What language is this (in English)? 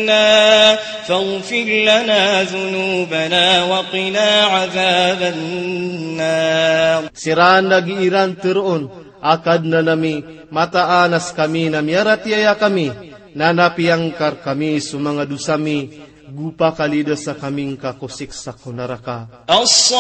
Maranao